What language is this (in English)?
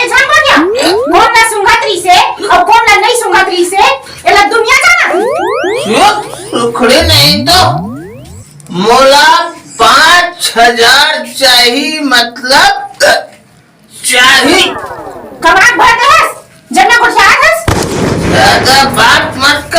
Chhattisgarhi